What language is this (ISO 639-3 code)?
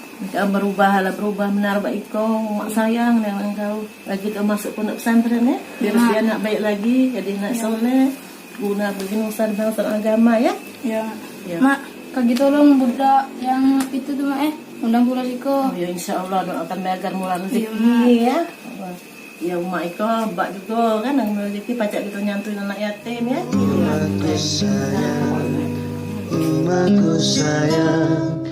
mui